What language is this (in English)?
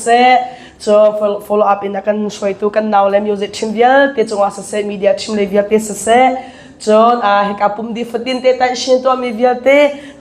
Hakha Chin